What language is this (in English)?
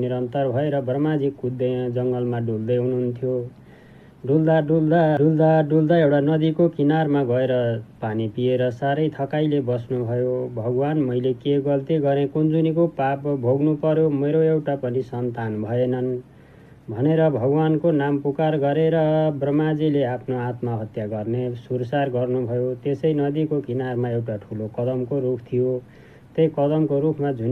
Nepali